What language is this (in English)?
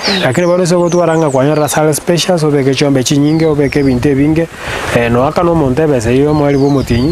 Gusii